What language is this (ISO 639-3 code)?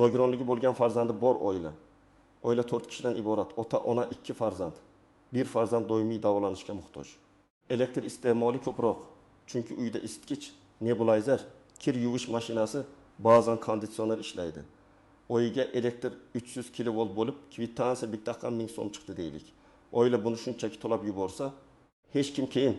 uzb